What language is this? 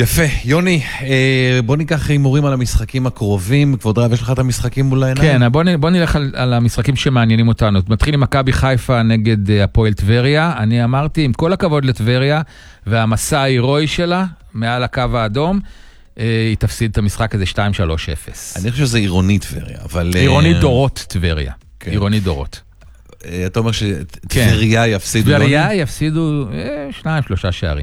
Hebrew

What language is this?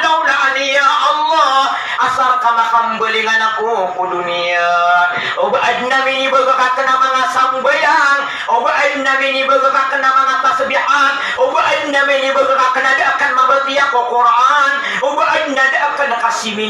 Maranao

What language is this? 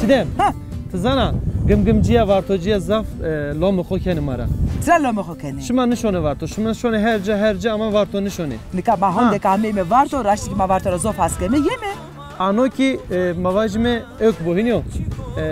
Zaza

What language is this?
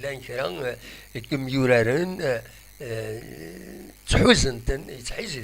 Kabyle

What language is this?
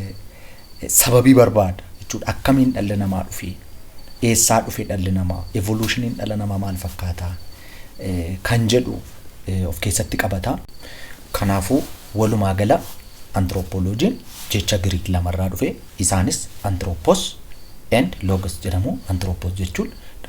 Oromo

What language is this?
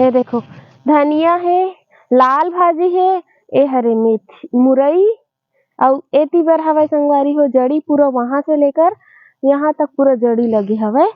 Chhattisgarhi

